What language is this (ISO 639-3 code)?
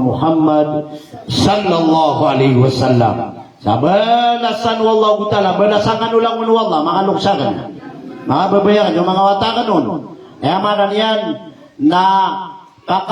mrw